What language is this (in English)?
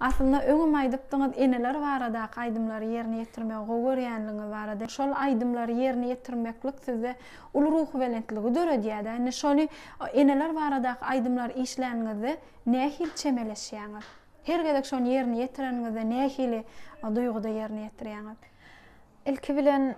Turkmen